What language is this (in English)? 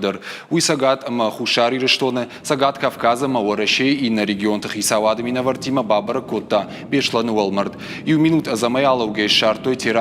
Ossetic